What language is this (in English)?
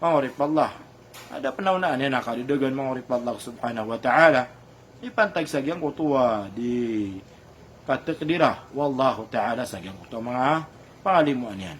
Maranao